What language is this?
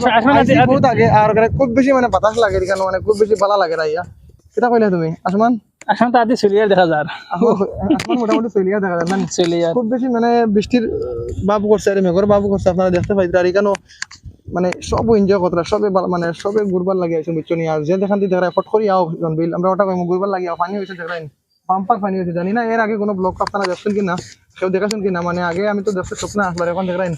Sylheti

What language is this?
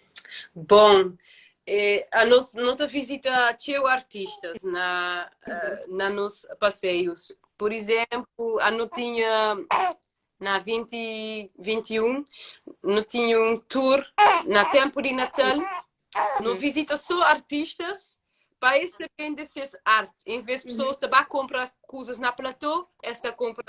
Kabuverdianu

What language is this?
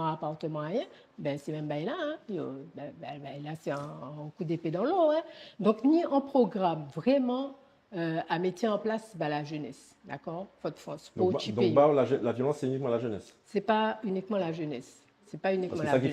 Guadeloupean Creole French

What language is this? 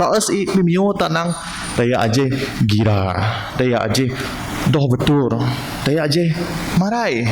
Biatah Bidayuh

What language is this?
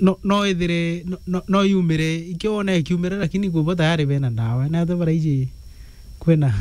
Meru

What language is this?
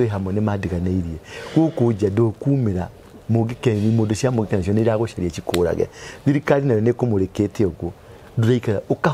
Kikuyu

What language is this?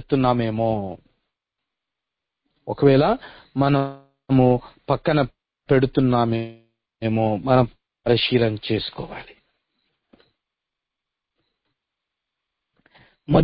Telugu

